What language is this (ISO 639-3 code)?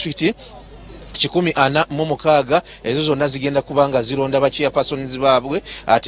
lug